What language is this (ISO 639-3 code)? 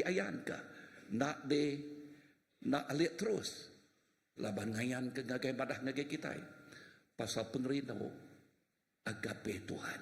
iba